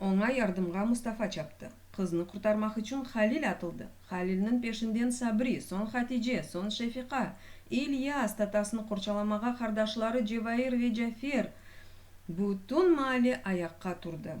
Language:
Crimean Tatar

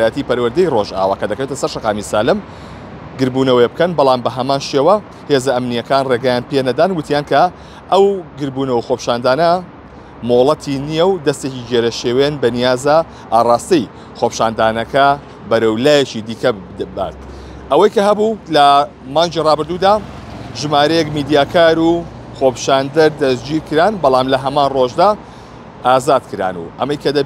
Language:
Central Kurdish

